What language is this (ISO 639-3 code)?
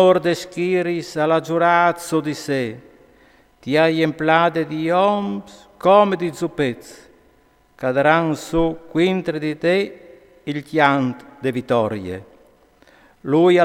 fur